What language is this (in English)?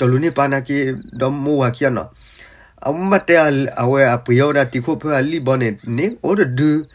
S'gaw Karen